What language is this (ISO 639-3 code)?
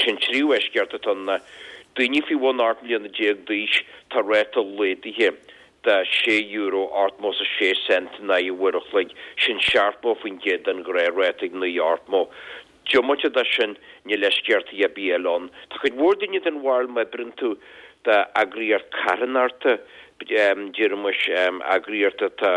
gle